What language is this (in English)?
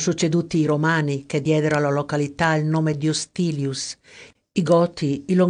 Italian